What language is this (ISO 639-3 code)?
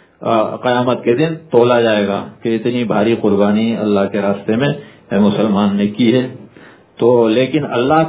urd